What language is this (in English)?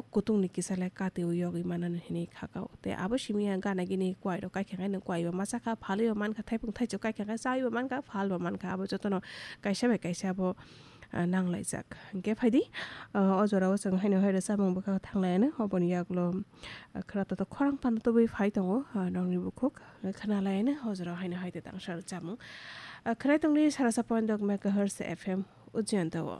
Kok Borok